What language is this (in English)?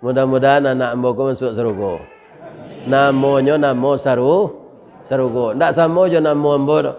Minangkabau